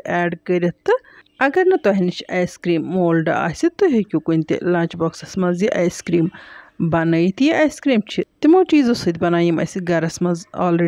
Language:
Kashmiri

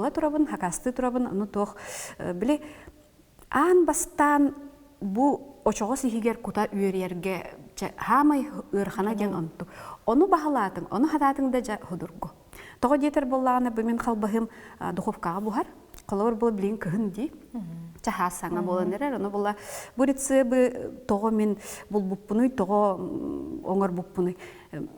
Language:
Yakut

